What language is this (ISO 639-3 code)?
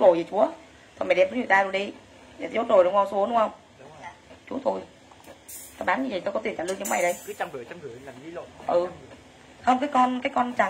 vie